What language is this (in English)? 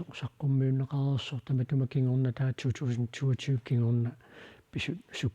Kalaallisut